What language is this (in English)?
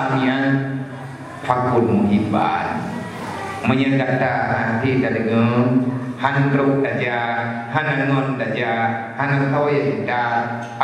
Achinese